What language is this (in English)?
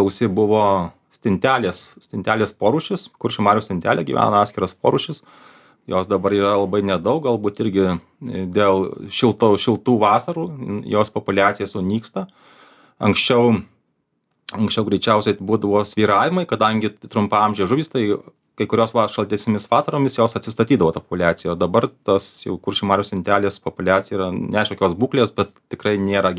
Lithuanian